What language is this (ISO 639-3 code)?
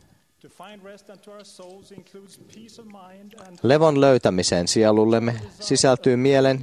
fin